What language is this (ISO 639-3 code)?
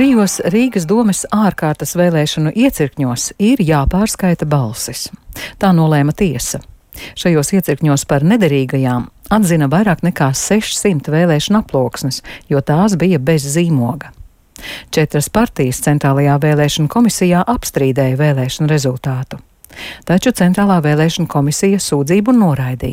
lav